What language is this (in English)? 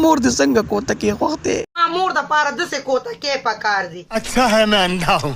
Pashto